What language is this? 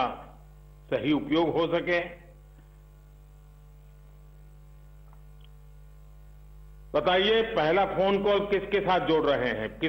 Hindi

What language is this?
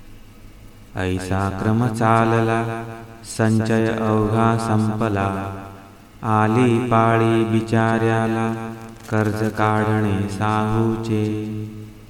Marathi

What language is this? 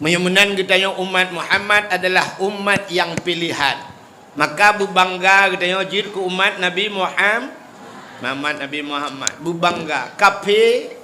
Achinese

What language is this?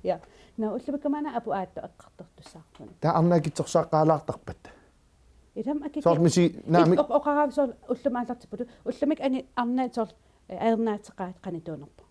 Kalaallisut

